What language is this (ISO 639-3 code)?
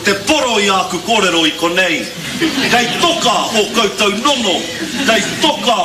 mri